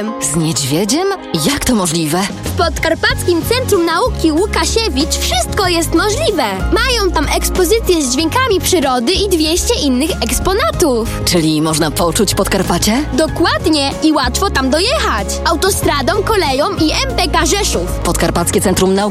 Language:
Polish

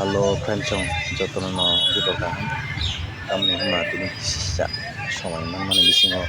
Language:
Kok Borok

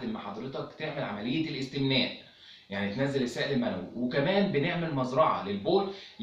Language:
Egyptian Arabic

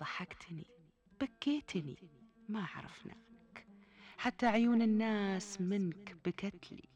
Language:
Gulf Arabic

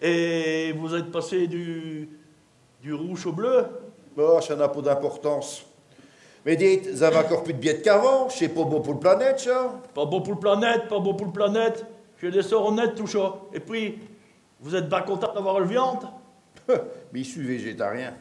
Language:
Picard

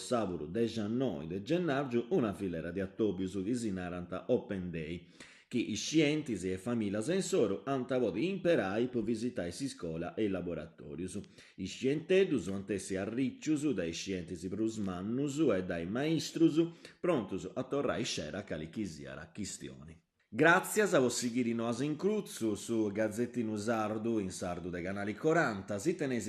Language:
Sardinian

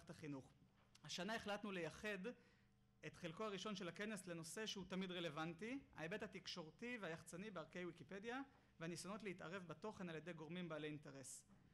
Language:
Hebrew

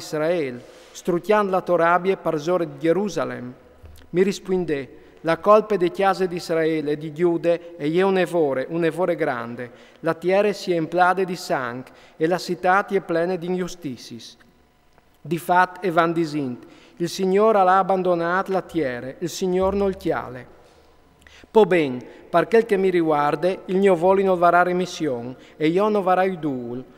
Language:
Friulian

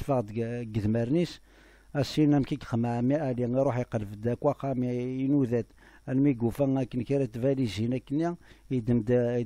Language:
Kabyle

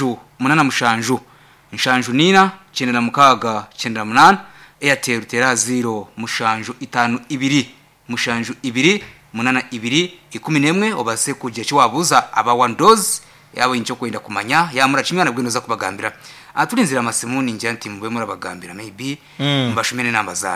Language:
Nyankole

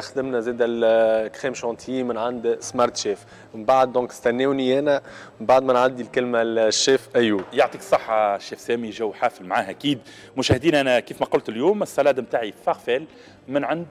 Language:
Tunisian Arabic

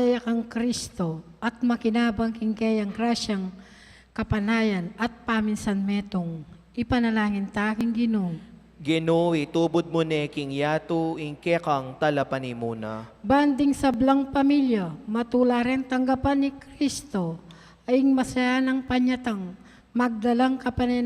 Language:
Pampanga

